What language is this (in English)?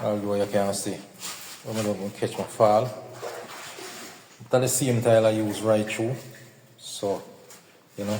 Jamaican Creole English